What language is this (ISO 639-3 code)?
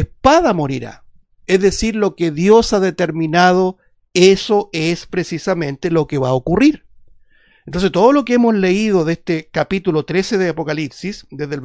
spa